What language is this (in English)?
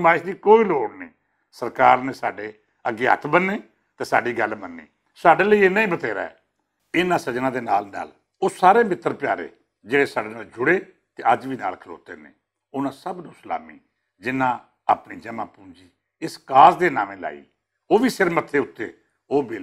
Western Panjabi